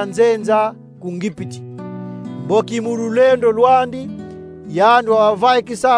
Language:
Kongo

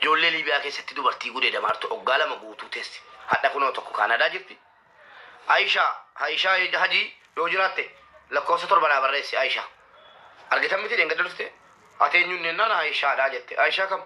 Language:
Oromo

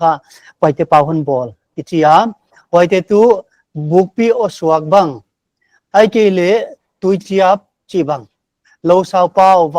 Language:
Paite Chin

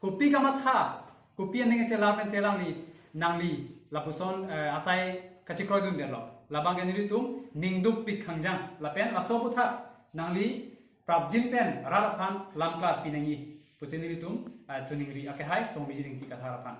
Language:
Karbi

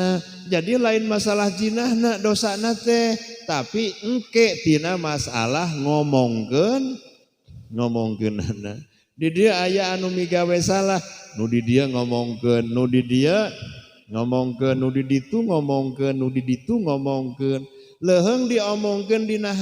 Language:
Sundanese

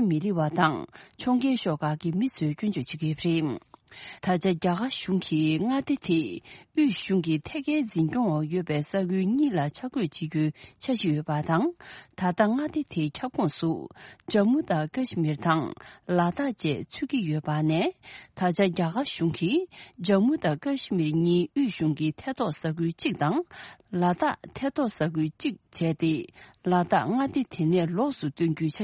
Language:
Tibetan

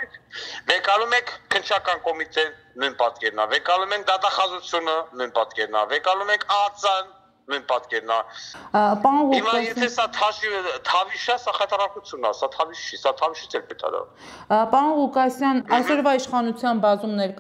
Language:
Armenian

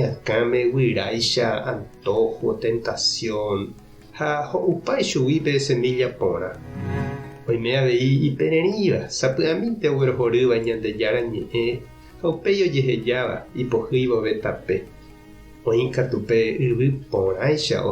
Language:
Guarani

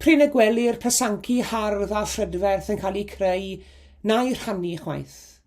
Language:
Welsh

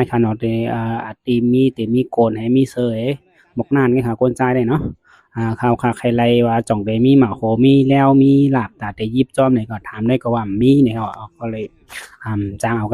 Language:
Shan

